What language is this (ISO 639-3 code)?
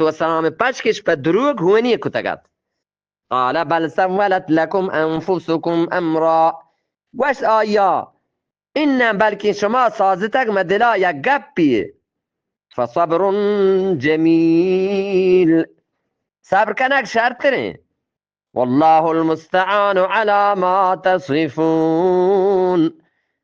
bgp